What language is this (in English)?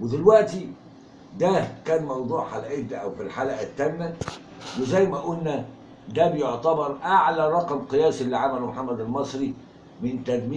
Egyptian Arabic